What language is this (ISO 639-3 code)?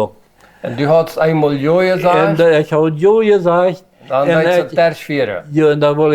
pdt